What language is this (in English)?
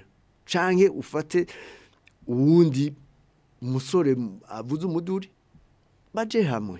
Rundi